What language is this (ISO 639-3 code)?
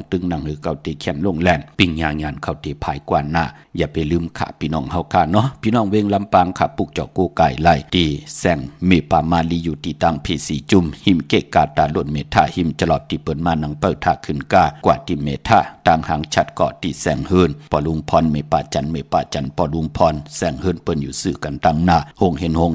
shn